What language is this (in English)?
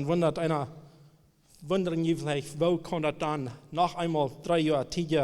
Plautdietsch